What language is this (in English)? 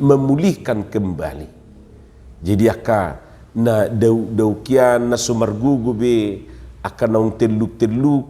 Batak Toba